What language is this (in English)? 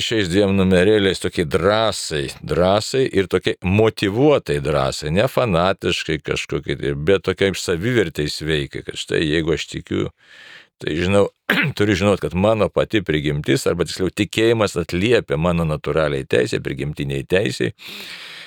Lithuanian